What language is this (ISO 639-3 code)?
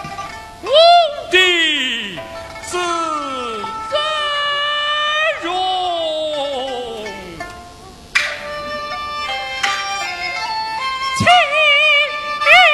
zho